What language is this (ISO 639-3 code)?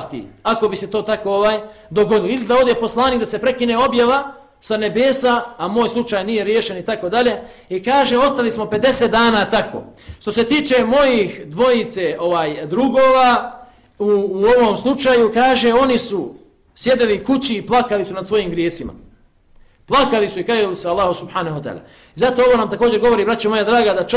bos